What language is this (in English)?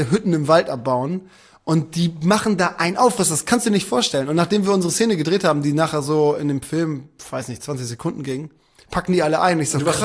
German